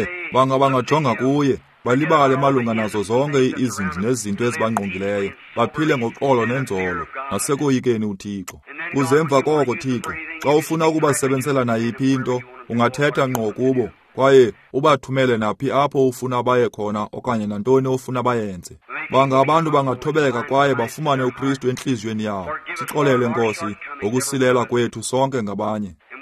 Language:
Xhosa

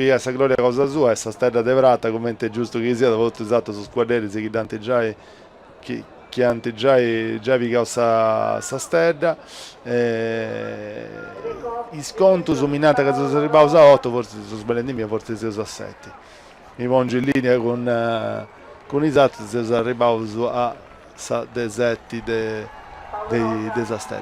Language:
Sardinian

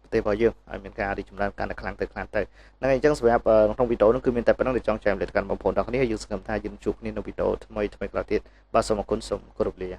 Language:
Khmer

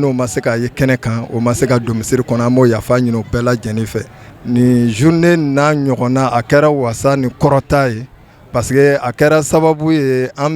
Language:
Bambara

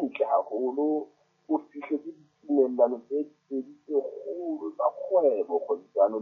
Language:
Southern Sotho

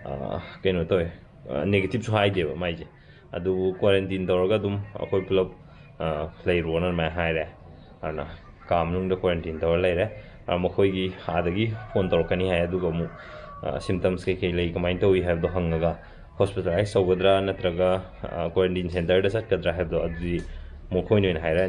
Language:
Manipuri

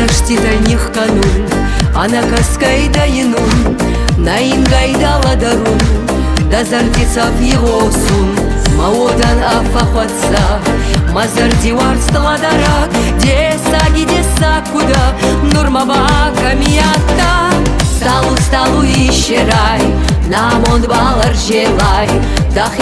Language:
Ossetic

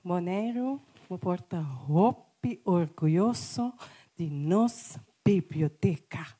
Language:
Papiamento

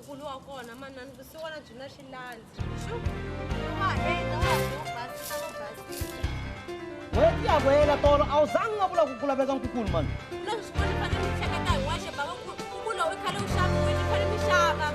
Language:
Tsonga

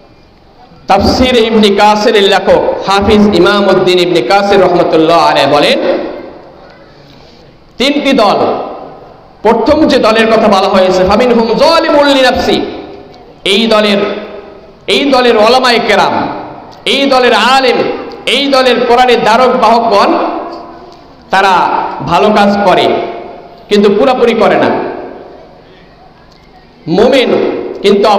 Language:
Bangla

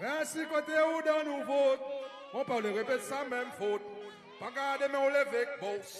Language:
Seselwa Creole French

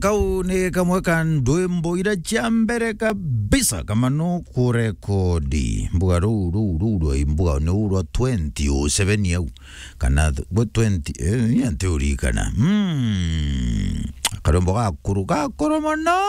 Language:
Meru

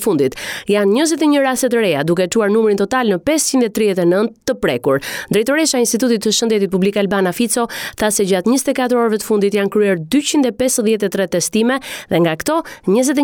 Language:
Albanian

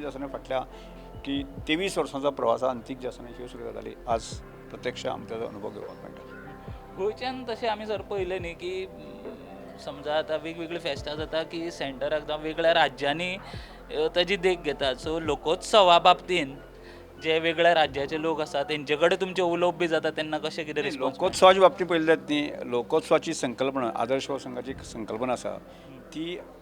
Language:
Konkani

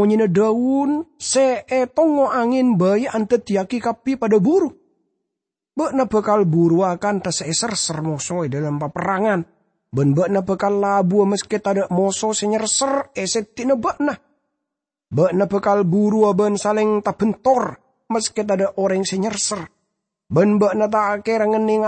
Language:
Madurese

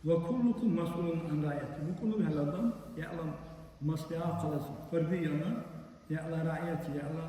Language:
Dargwa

